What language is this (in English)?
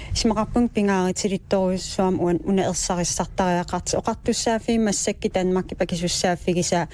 Kalaallisut